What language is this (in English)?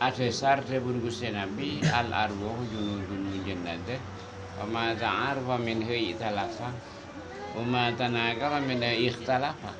Madurese